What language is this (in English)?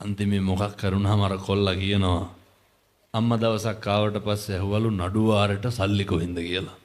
Sinhala